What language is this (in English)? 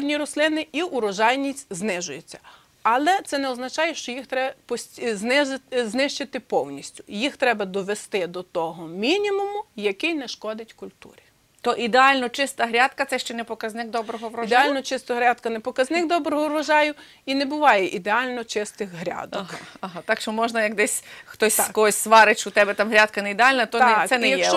Ukrainian